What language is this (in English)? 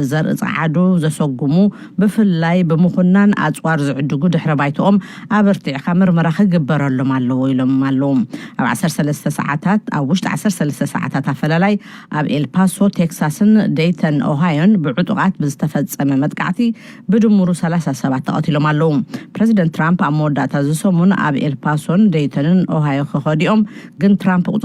Tigrinya